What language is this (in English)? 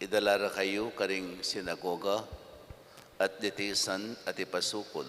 Pampanga